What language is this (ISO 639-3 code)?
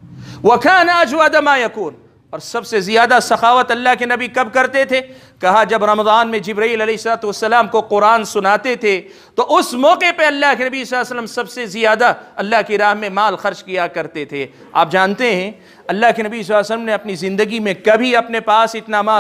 urd